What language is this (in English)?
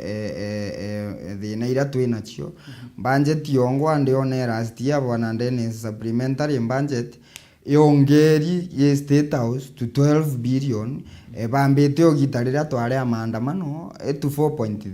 Meru